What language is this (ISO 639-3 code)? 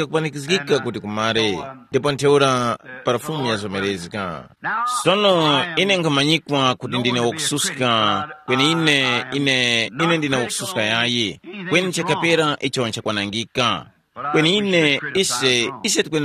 tum